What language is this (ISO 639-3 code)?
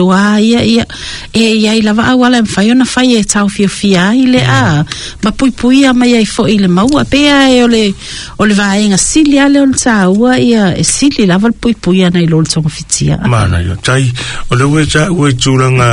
smo